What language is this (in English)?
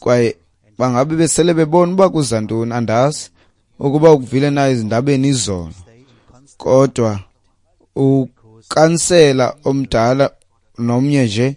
Xhosa